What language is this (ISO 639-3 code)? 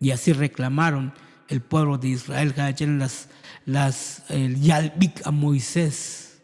tzo